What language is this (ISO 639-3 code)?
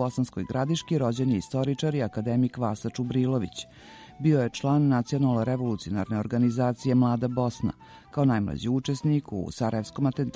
srp